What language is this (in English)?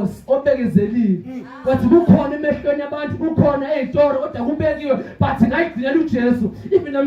Zulu